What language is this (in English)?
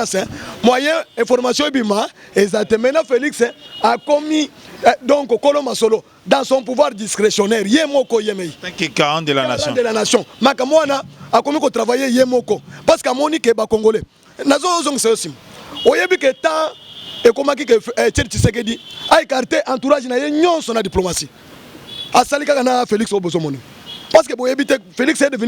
Lingala